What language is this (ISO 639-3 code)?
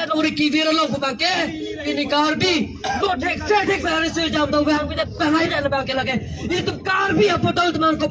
mjw